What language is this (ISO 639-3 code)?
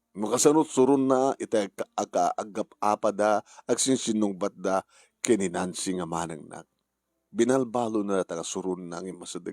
ilo